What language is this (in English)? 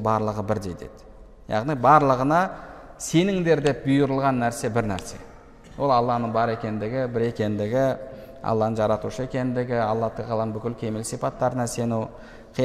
Kazakh